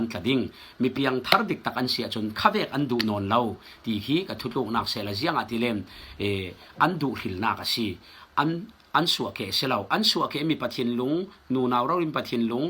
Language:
Falam Chin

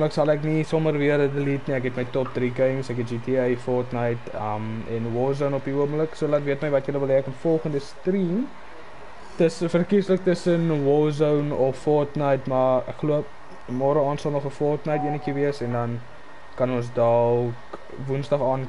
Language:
Afrikaans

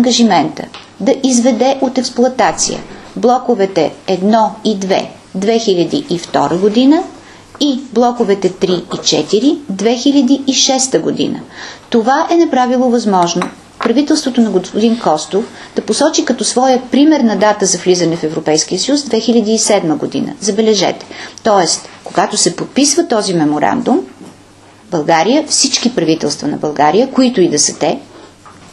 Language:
Bulgarian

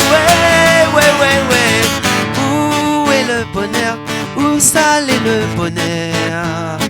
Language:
Réunion Creole French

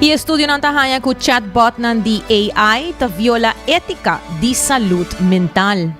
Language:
Papiamento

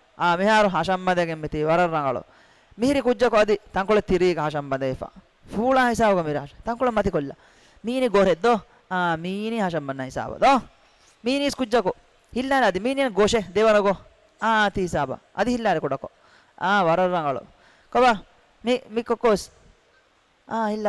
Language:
Divehi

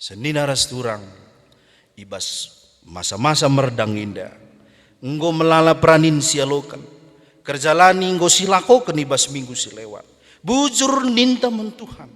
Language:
Batak Karo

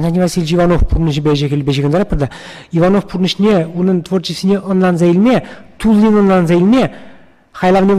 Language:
Chuvash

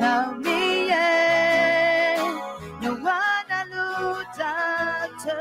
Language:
Akha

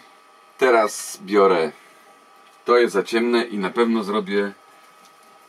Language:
Polish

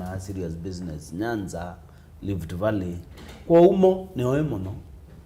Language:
Kamba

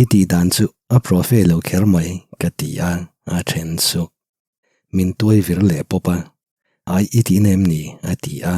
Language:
Mizo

